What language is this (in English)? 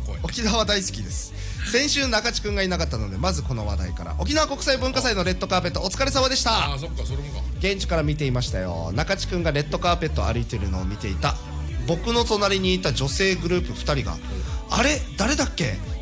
Japanese